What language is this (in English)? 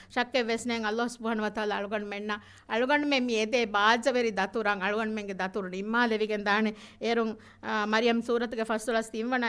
Divehi